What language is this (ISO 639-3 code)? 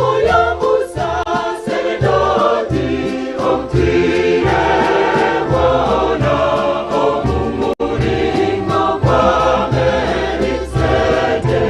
nyn